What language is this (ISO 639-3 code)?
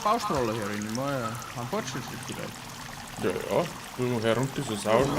bar